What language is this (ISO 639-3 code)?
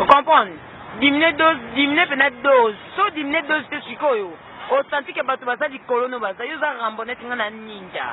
lin